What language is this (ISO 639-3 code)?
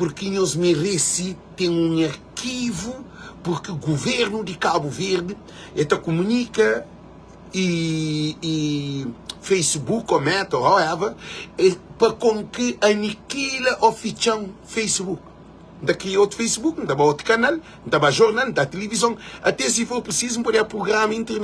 kea